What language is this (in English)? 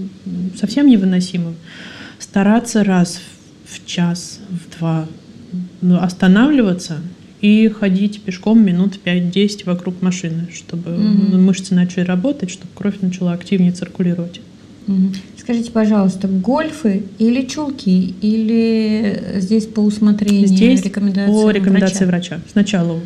Russian